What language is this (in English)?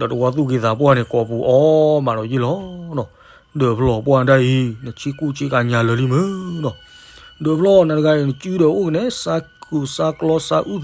S'gaw Karen